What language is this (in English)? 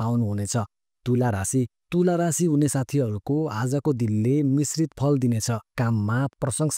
Nepali